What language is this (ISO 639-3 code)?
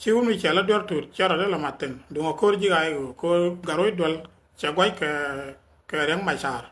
nus